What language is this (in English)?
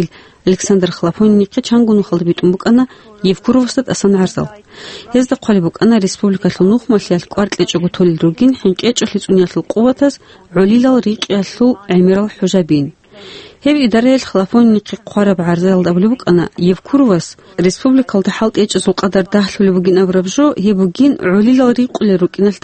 Avaric